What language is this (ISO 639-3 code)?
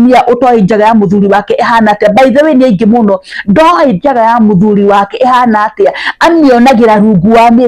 kik